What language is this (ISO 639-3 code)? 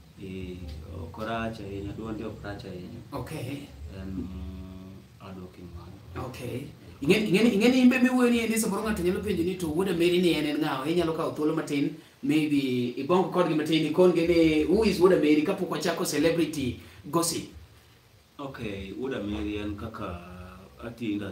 luo